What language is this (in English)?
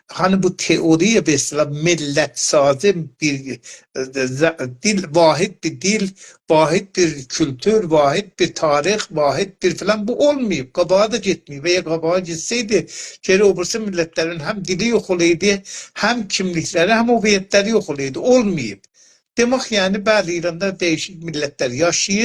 South Azerbaijani